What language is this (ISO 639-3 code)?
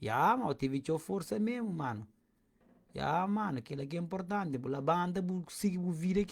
kea